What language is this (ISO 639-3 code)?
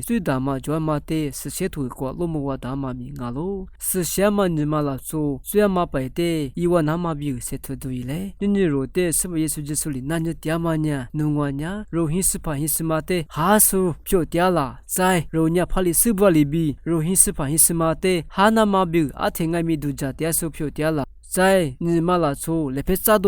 lis